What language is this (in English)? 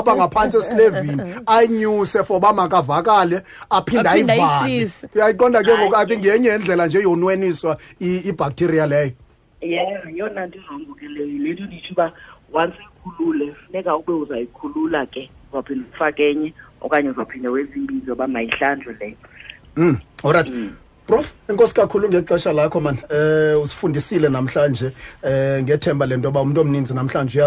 Xhosa